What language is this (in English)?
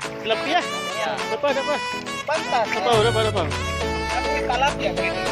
Cebuano